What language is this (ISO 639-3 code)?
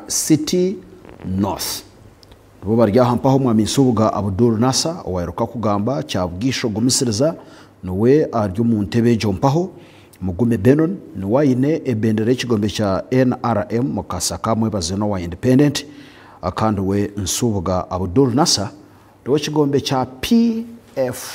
nyn